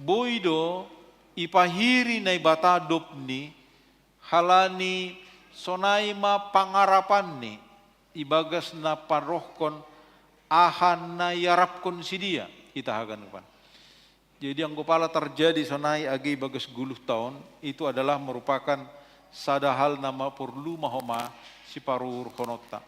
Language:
Batak Simalungun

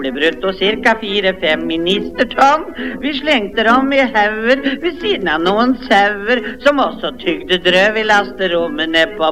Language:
Norwegian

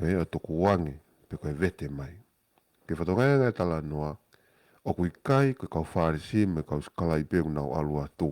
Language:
Tongan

